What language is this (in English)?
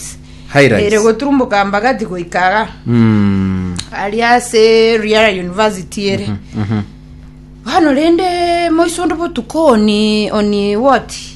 Gusii